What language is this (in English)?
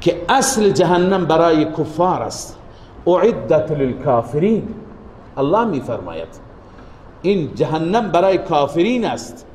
Persian